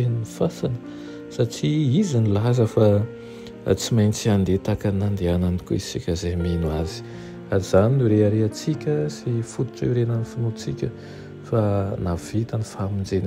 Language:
Malagasy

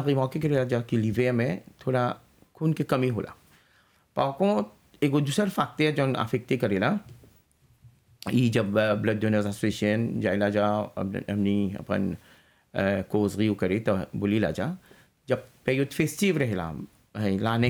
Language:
Bhojpuri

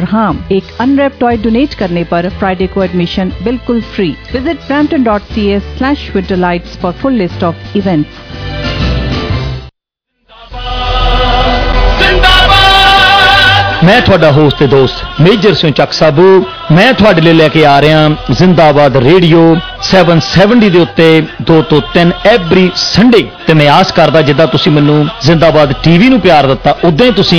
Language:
Punjabi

